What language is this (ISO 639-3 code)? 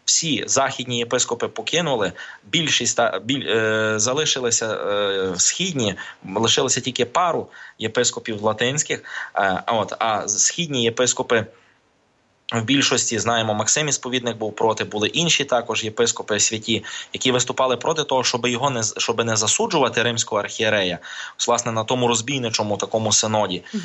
ukr